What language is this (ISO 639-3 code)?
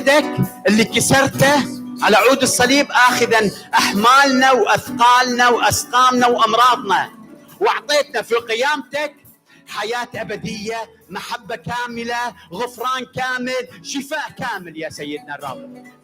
acm